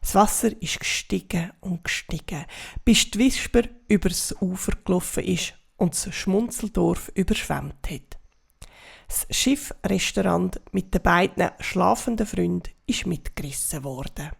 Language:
Swiss German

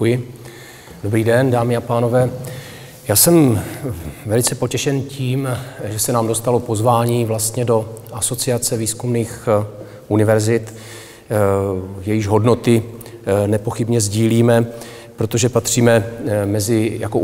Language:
Czech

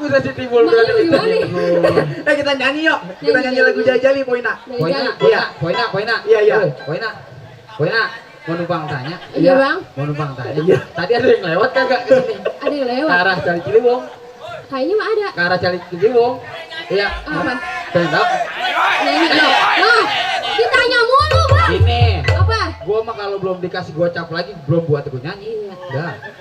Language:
Betawi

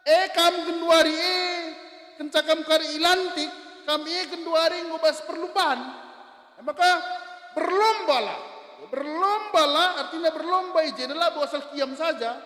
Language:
Batak Karo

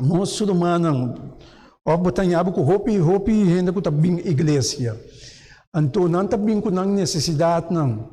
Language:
Papiamento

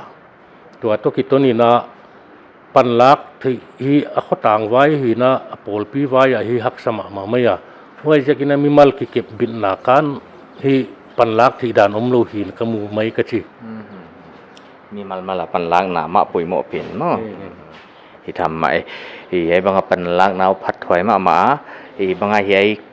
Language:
Paite Chin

